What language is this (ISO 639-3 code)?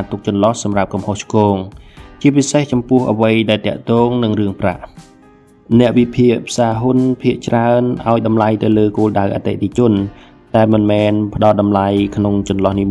khm